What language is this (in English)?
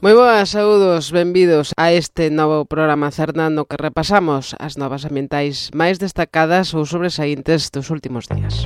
Galician